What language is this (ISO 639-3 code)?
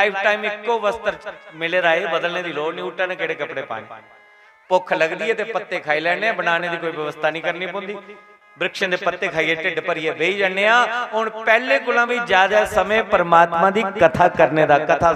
doi